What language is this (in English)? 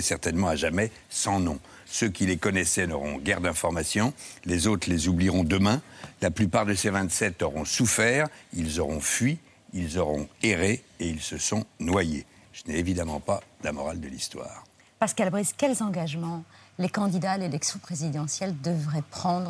French